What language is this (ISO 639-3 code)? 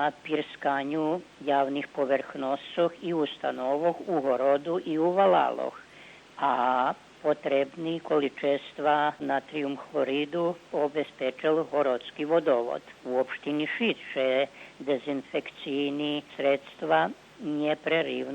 rue